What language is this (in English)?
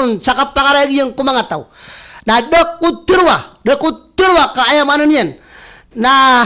Maranao